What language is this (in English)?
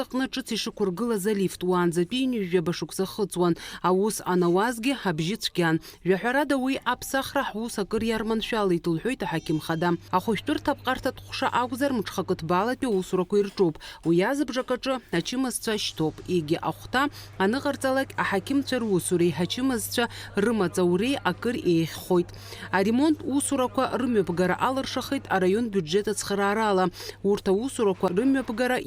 Abkhazian